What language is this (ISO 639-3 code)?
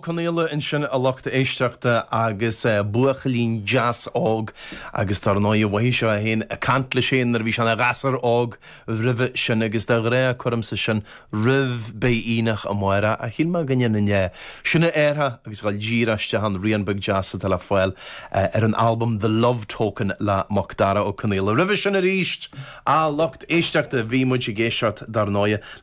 gle